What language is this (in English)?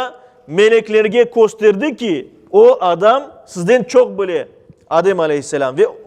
Crimean Tatar